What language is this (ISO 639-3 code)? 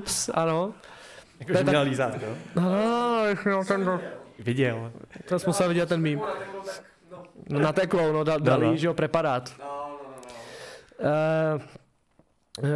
ces